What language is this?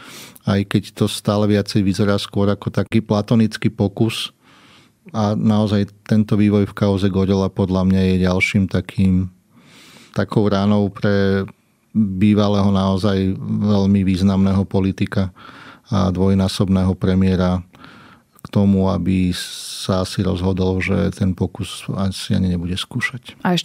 Slovak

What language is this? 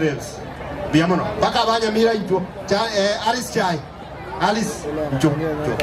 Gusii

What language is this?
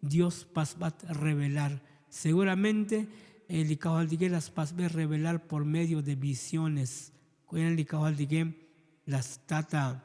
Tzotzil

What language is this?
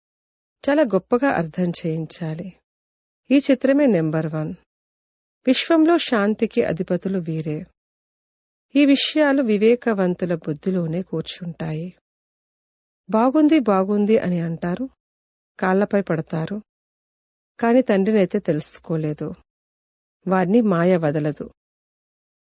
Telugu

